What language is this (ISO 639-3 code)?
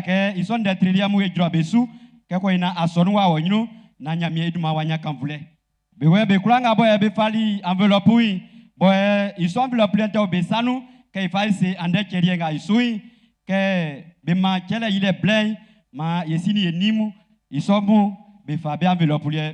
bci